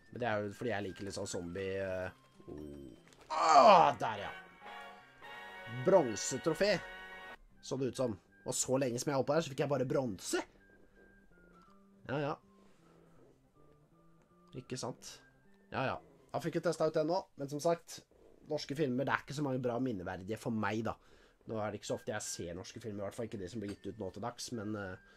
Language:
Norwegian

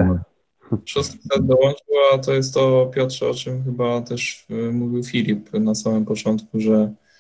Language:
Polish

